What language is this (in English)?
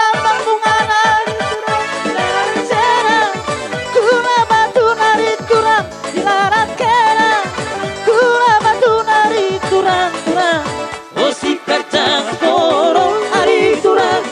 Batak Toba